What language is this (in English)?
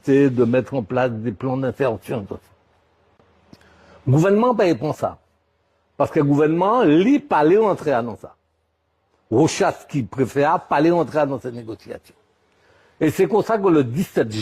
Guadeloupean Creole French